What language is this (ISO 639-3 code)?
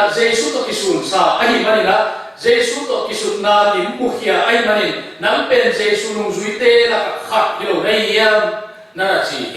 ctd